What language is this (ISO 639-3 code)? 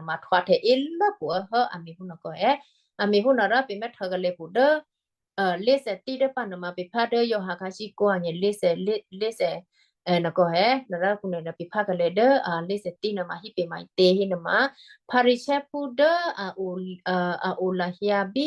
kyu